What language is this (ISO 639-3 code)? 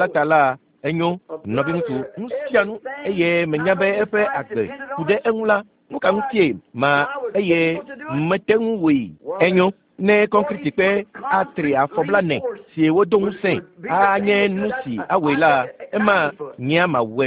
ewe